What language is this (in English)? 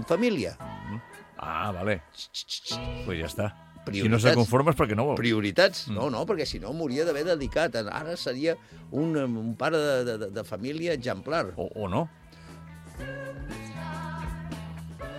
Catalan